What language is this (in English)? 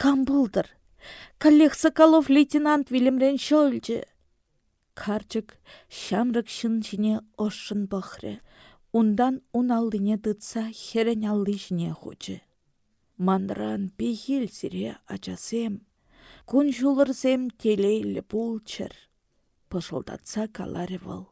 Chuvash